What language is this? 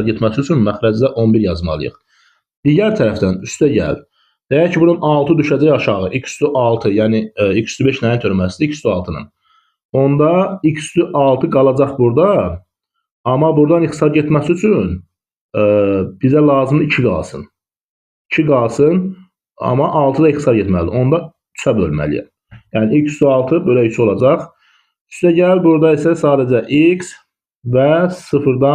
Azerbaijani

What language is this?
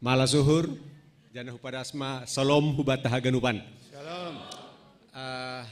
Batak Simalungun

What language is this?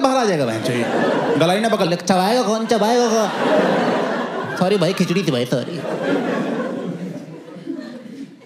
Hindi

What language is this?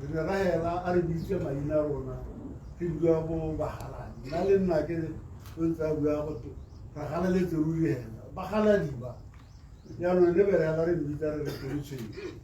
Tswana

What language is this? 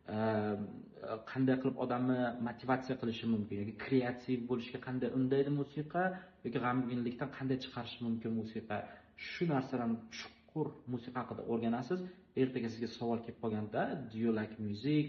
Uzbek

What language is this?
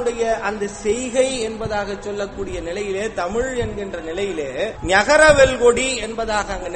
Tamil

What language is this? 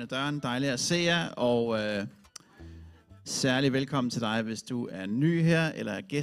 Danish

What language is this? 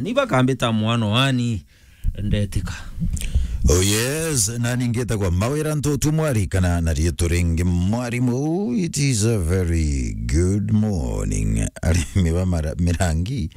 Meru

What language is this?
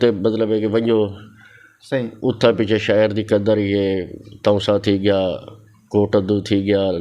Saraiki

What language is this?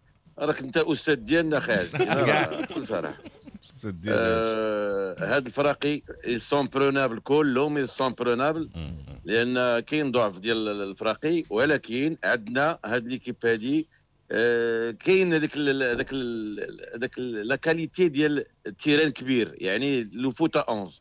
Moroccan Arabic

